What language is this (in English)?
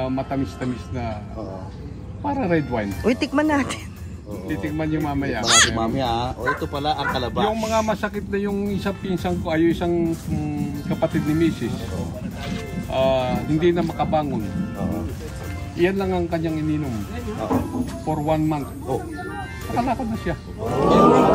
Filipino